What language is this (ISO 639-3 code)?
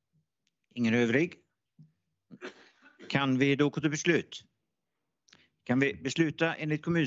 swe